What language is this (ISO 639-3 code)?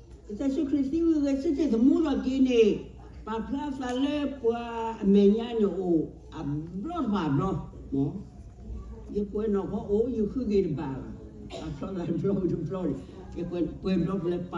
ksw